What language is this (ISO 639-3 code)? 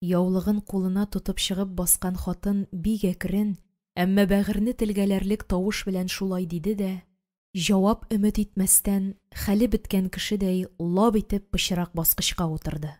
tat